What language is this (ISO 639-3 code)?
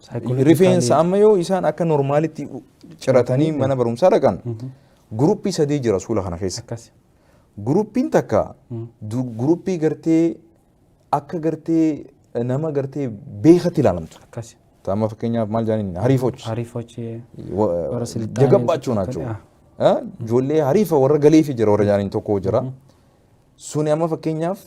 orm